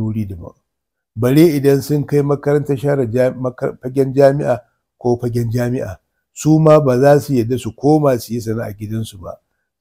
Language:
Hausa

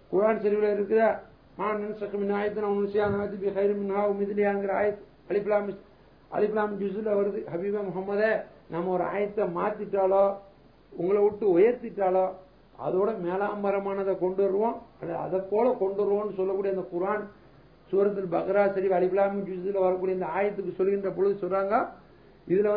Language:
Tamil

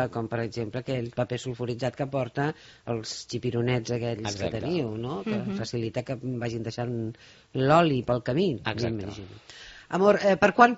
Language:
Catalan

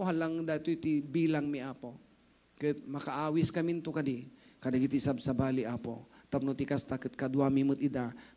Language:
Iloko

